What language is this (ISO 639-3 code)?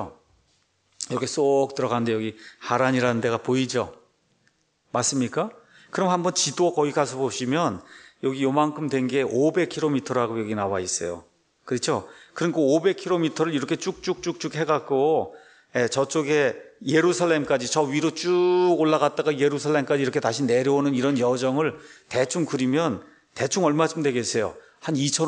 kor